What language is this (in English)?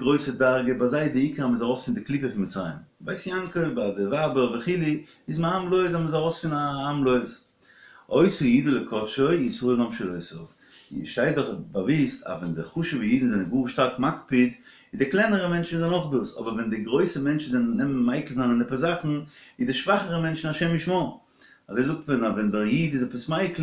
Yiddish